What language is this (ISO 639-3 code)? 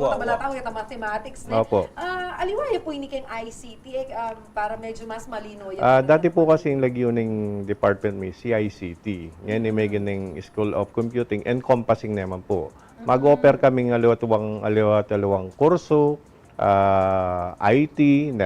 pam